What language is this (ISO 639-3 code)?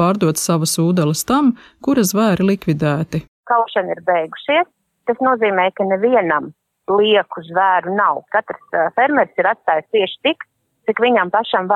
lav